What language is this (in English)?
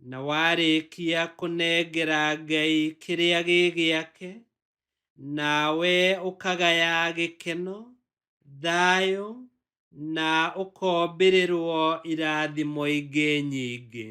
Kikuyu